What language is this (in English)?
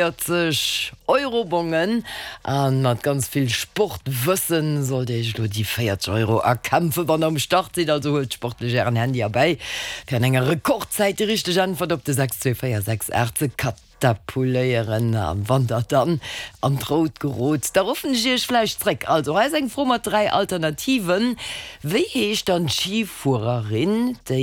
Luxembourgish